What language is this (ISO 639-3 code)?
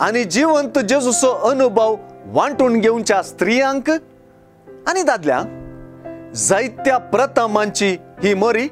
kok